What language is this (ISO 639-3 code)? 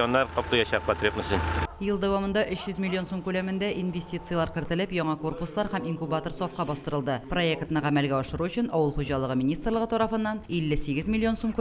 tat